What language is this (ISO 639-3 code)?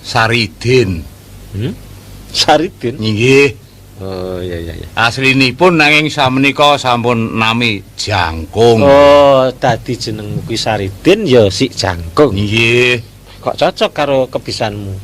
jav